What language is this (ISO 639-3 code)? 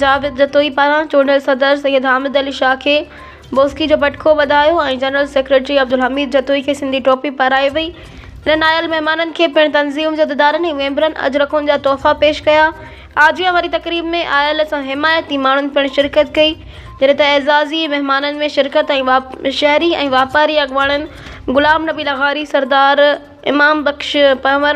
snd